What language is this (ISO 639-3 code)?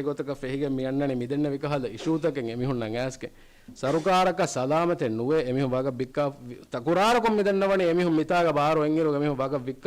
div